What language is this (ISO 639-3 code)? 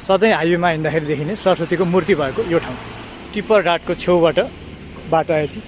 nep